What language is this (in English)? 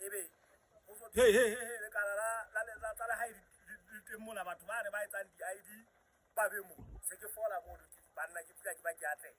Southern Sotho